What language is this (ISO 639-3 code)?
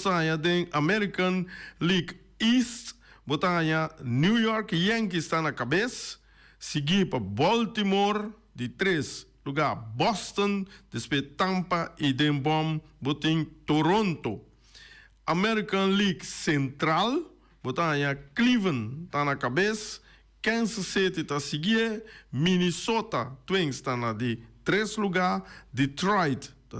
pap